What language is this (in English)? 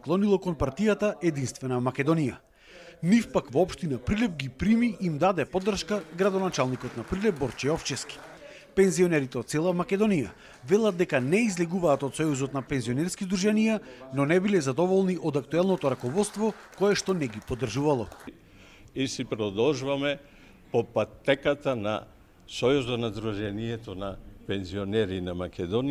Macedonian